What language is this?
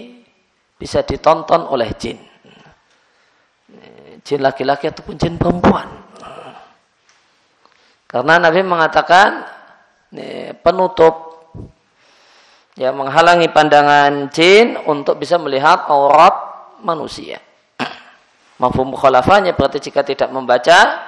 Indonesian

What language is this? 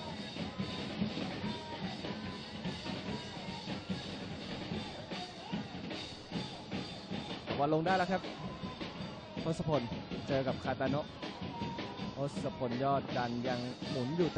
Thai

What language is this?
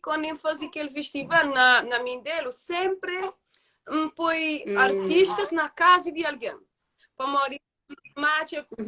Kabuverdianu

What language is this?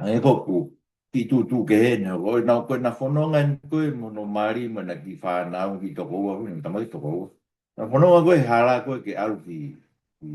Tongan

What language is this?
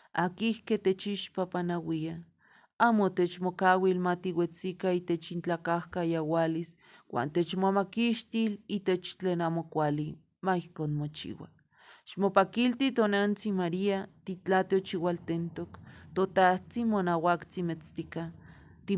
Eastern Huasteca Nahuatl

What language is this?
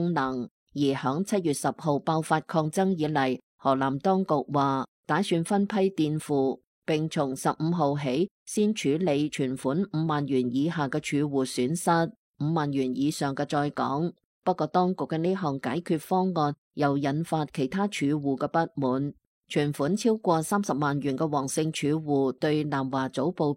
Cantonese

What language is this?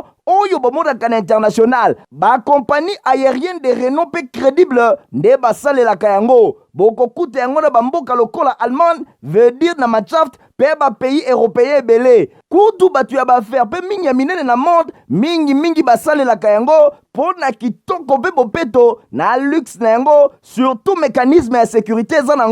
Lingala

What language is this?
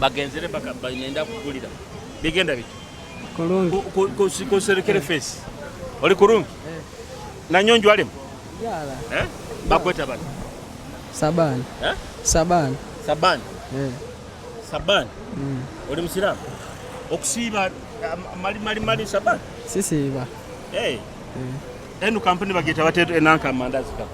Nyoro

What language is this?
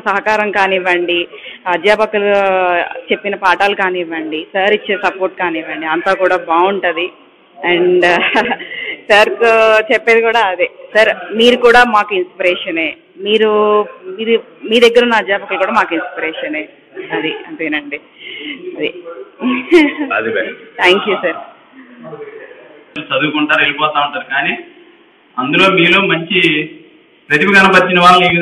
Telugu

